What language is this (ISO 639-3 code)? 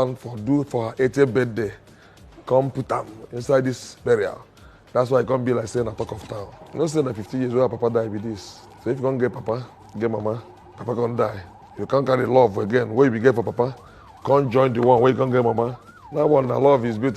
pcm